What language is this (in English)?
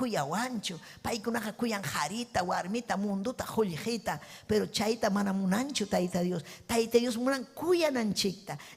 Ayacucho Quechua